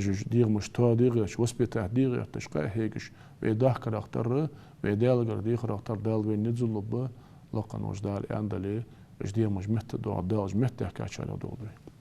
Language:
Ingush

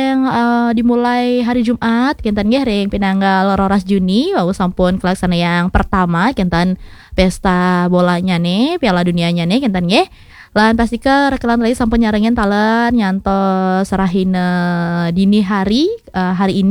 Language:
Balinese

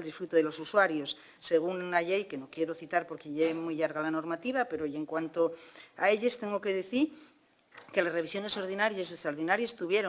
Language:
Asturian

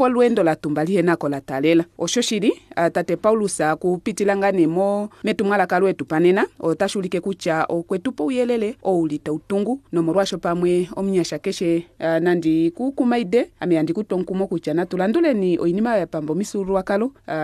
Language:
Kuanyama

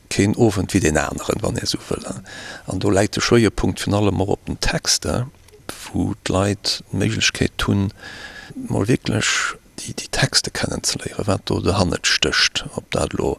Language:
Luxembourgish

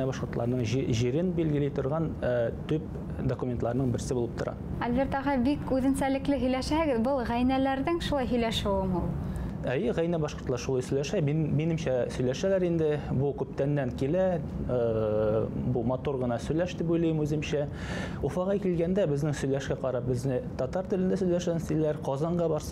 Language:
Bashkir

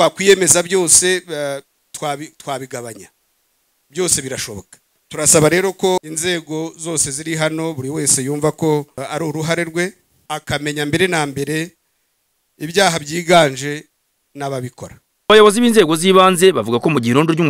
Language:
Kinyarwanda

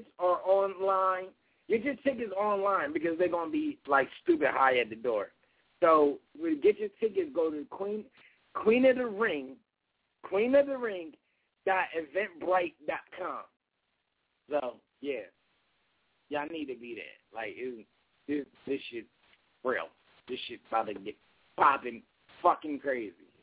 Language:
English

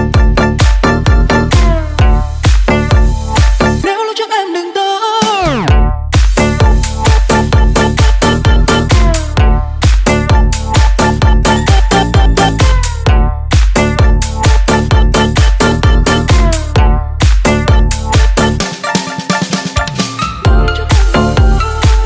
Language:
Vietnamese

